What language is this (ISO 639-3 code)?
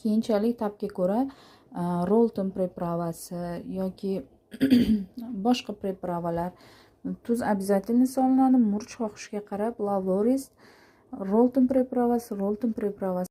uzb